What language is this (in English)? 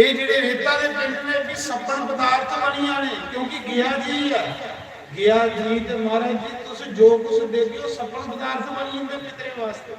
Dogri